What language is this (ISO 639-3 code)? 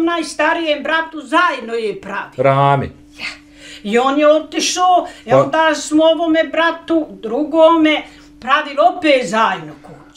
bos